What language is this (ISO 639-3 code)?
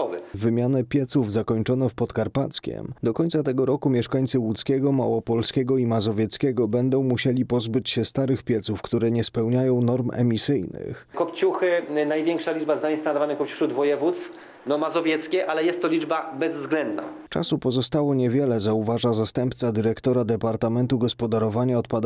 pol